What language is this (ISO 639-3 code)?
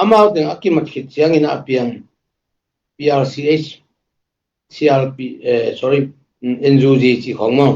ctd